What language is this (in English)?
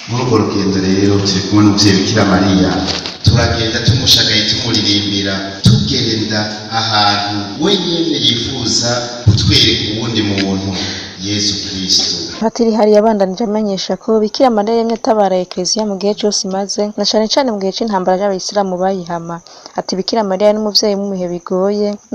Rundi